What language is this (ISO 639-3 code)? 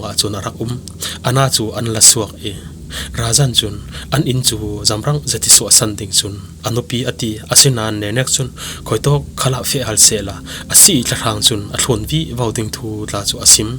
cfm